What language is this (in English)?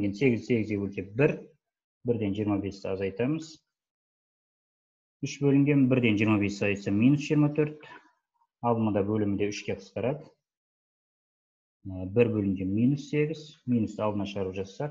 Kazakh